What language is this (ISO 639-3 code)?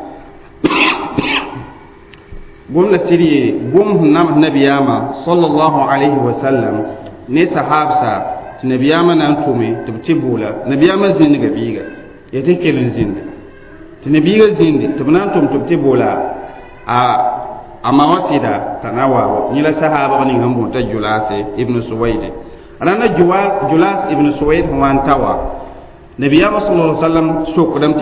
mos